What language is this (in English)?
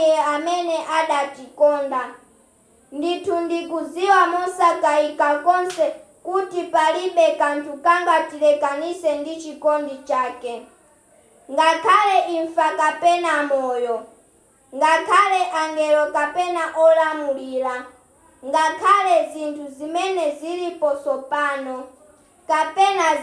Nyanja